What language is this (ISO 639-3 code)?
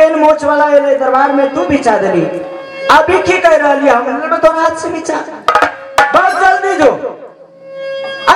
mai